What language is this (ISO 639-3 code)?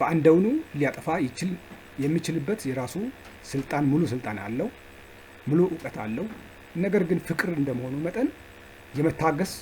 amh